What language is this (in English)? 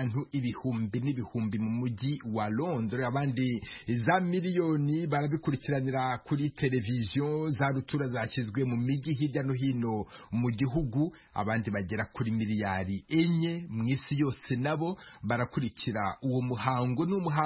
Kinyarwanda